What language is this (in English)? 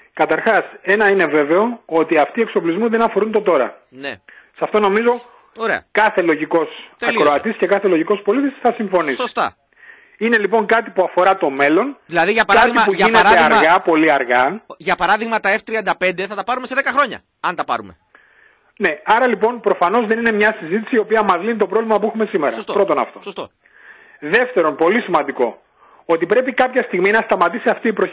Greek